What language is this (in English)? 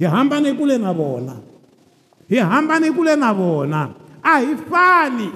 Tsonga